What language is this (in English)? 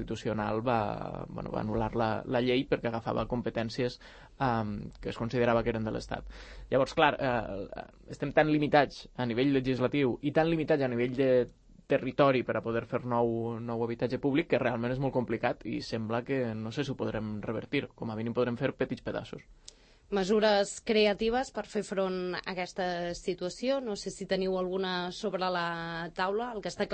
Catalan